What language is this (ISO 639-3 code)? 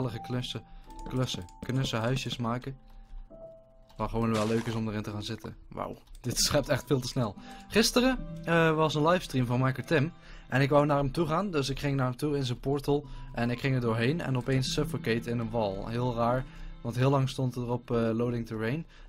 nld